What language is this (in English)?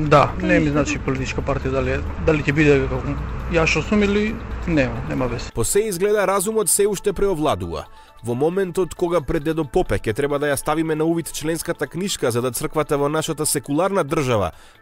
Macedonian